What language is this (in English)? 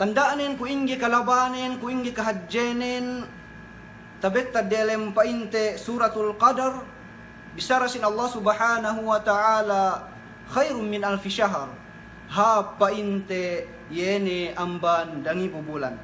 Yakan